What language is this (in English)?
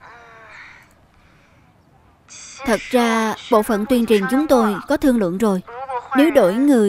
Vietnamese